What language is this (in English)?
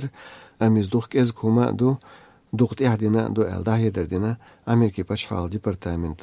Chechen